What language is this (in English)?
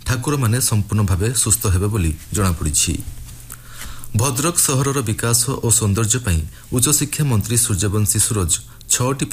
Odia